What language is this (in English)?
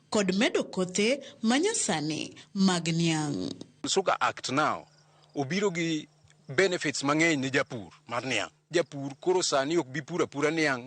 Luo (Kenya and Tanzania)